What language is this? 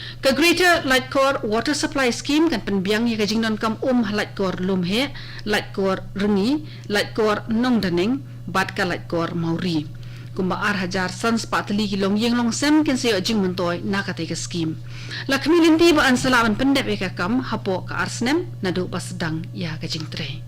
Khasi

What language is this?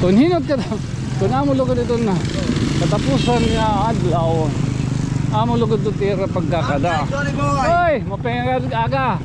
Waray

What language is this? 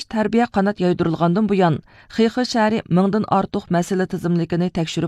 Uyghur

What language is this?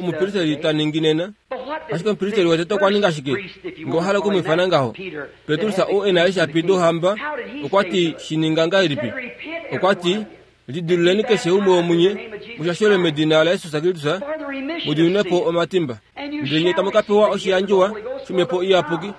Kuanyama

